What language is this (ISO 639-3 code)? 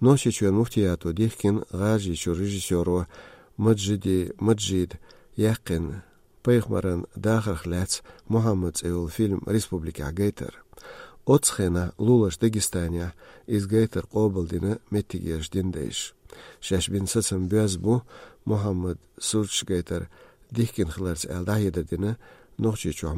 che